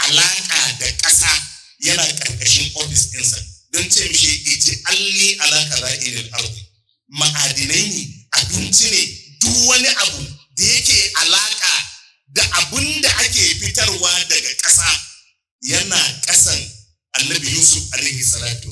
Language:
Hausa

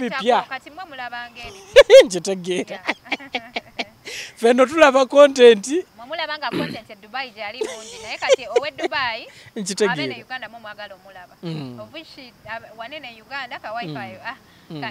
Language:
Ganda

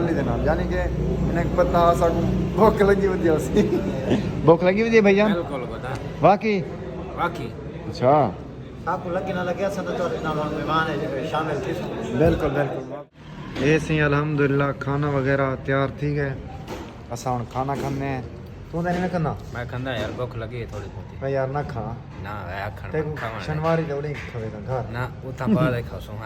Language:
Saraiki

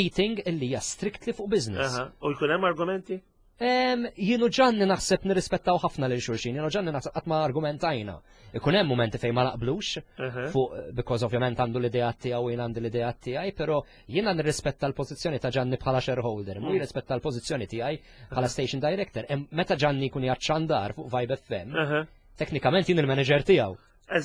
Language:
Maltese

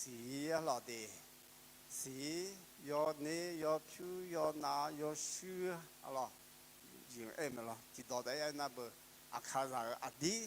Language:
Akha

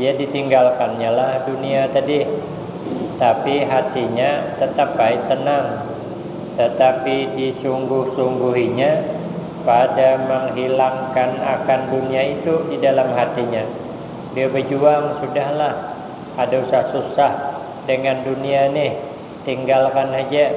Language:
Banjar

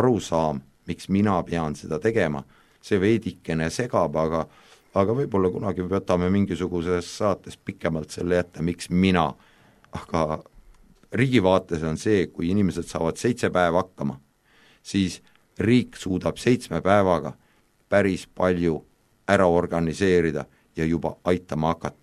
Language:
Estonian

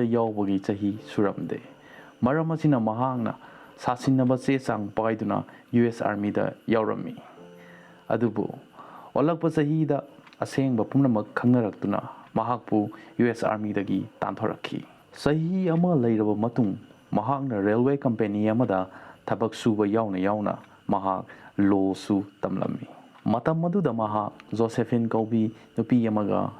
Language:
Manipuri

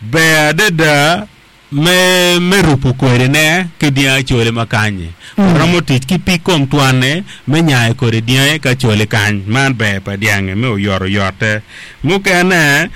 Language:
Acoli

